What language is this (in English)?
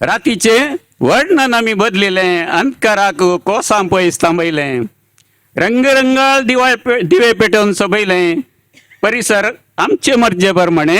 Konkani